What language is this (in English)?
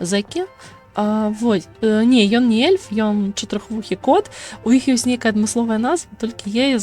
Belarusian